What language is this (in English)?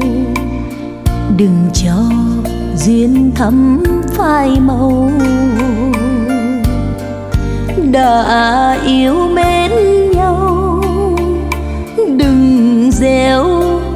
Vietnamese